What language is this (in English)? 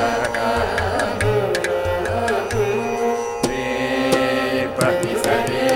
Telugu